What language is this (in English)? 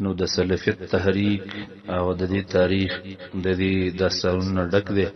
Pashto